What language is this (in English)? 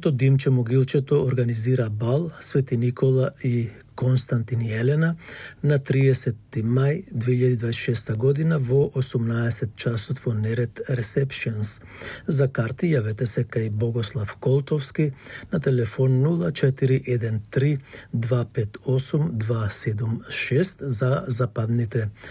Macedonian